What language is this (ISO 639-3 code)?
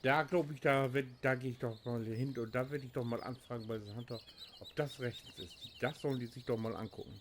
nds